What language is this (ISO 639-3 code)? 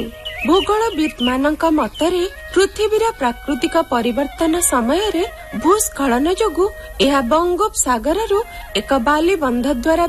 ori